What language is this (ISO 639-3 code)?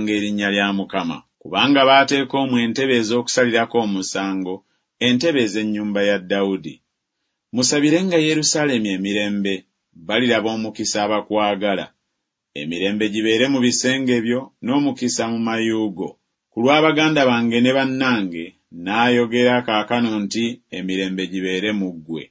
lug